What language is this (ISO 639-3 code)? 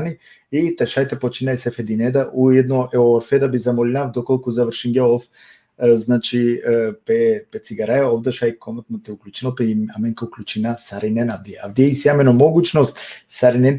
rmn